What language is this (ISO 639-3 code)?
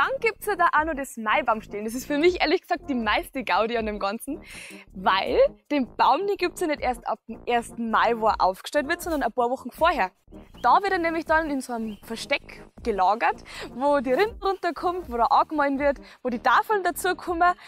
bar